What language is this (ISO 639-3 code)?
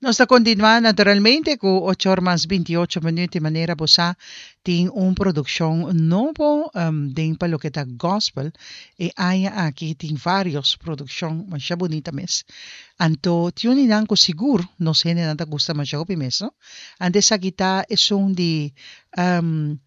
pap